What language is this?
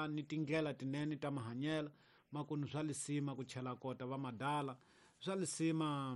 Tsonga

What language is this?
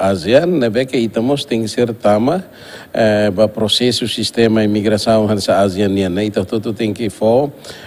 Tetum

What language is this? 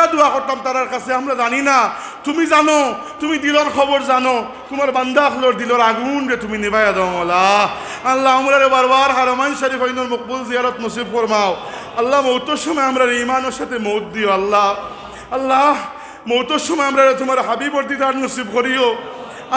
Sylheti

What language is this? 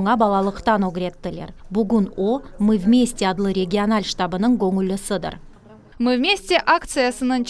Crimean Tatar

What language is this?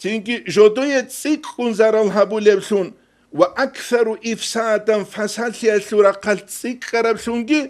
Avaric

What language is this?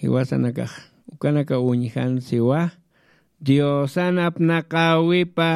Aymara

